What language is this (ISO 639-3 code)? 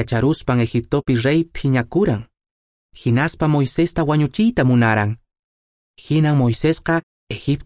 que